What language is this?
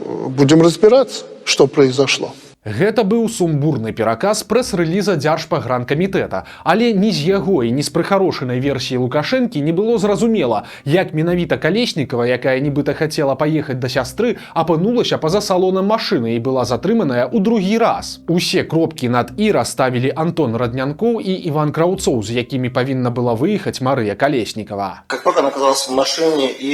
Belarusian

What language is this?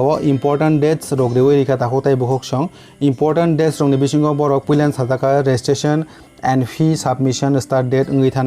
Kok Borok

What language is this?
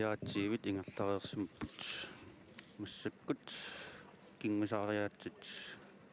Kalaallisut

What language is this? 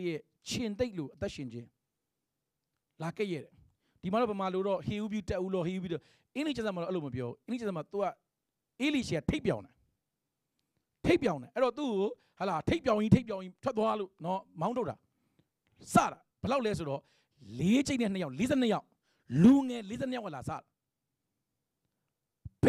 Burmese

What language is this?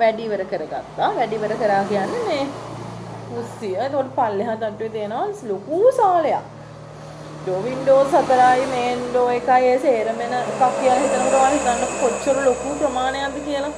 Sinhala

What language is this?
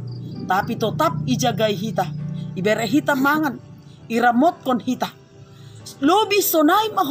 Batak Simalungun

